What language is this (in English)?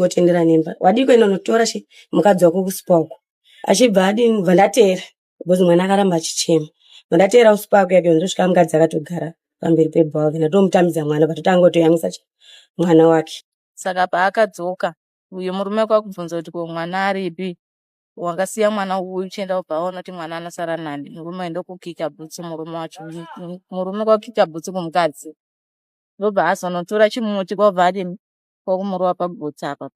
Shona